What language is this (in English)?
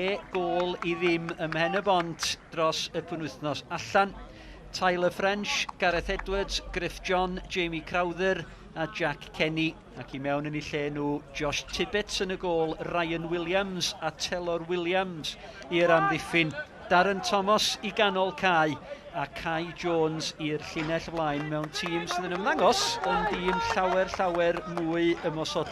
Welsh